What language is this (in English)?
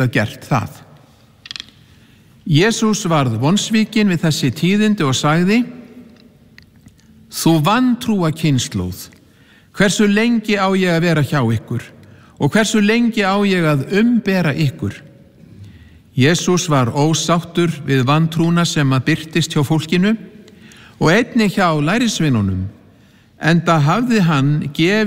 Icelandic